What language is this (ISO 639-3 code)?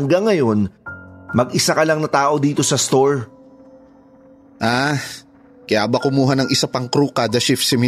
fil